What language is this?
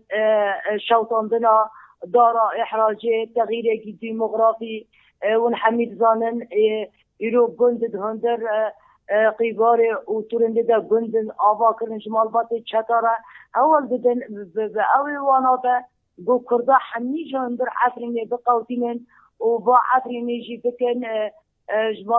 Kurdish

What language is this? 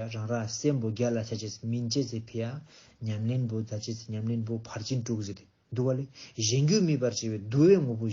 Ladakhi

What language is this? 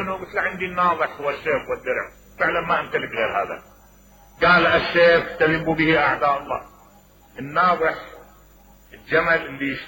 Mesopotamian Arabic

